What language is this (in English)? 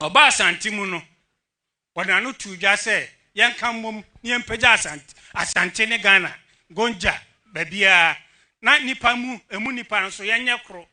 Akan